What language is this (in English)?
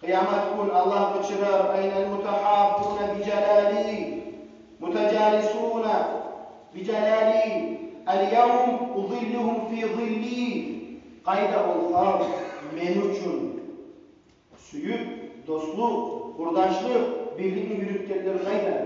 Kumyk